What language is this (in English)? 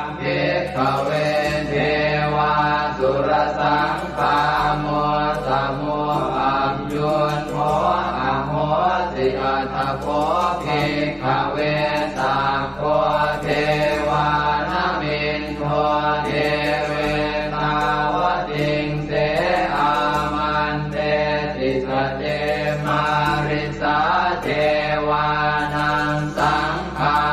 Pali